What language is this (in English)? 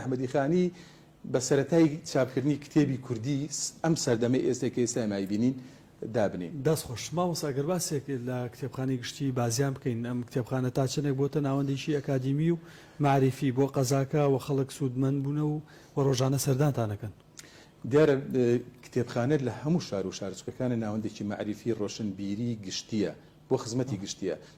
Central Kurdish